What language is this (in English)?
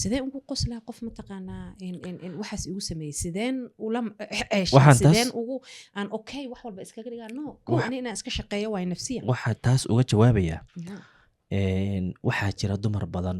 Somali